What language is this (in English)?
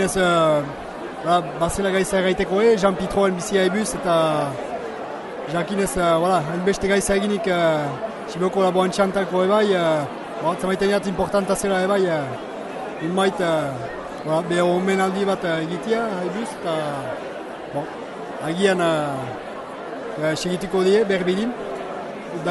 Basque